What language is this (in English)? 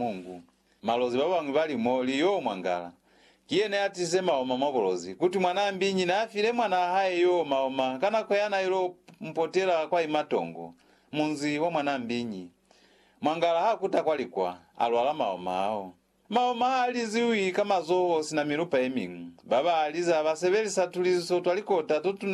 Lozi